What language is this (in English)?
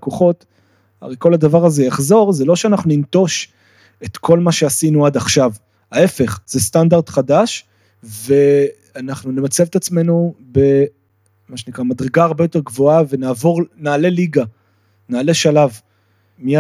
Hebrew